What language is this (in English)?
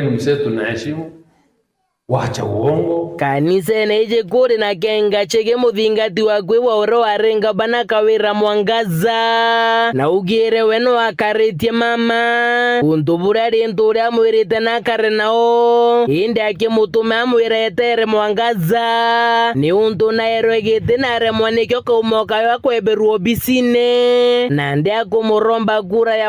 Meru